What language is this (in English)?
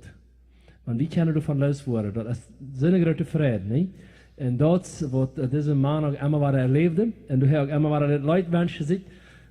Plautdietsch